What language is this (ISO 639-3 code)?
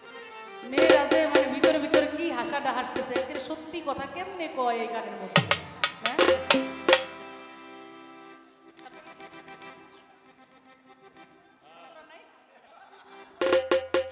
ben